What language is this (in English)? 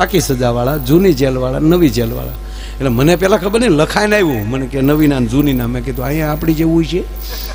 Gujarati